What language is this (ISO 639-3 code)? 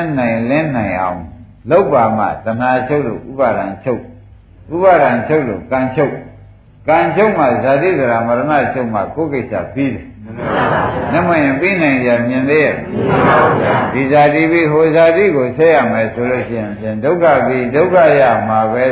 mya